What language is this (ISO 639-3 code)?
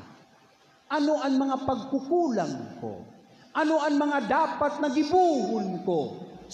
bik